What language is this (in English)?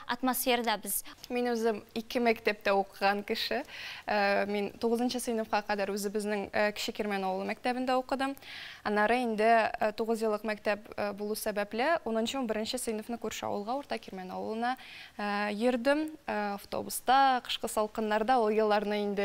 Tatar